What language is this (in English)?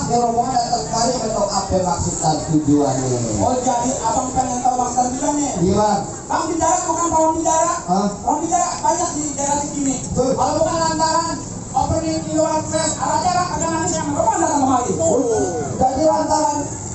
Betawi